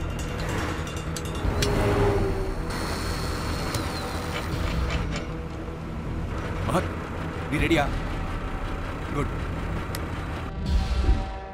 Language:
Tamil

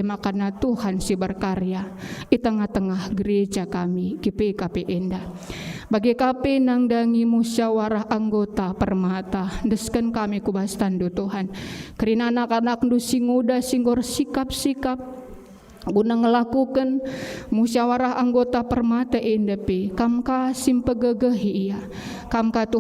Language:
Batak Karo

